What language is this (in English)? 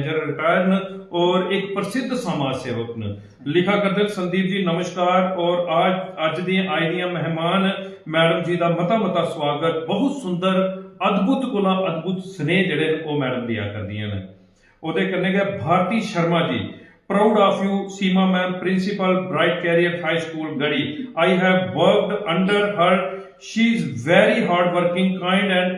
Dogri